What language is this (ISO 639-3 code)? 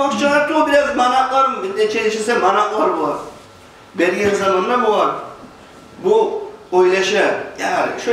kum